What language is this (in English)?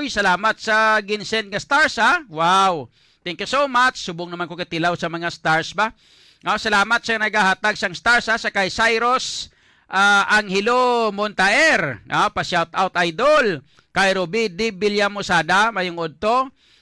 Hiligaynon